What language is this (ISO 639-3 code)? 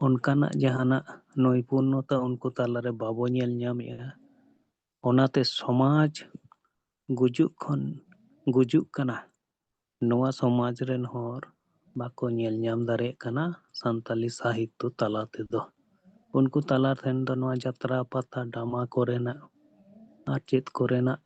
sat